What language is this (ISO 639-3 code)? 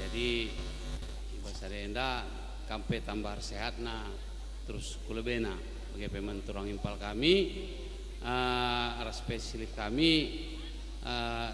btx